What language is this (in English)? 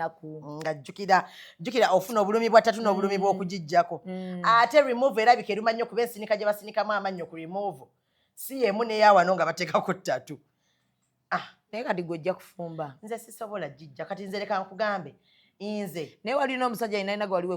Ganda